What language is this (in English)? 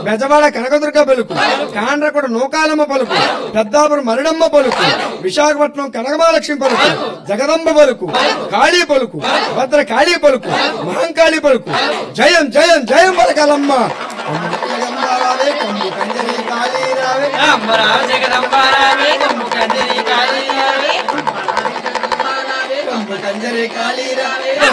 Telugu